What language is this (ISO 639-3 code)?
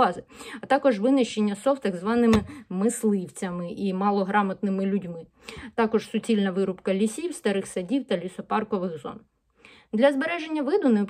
ukr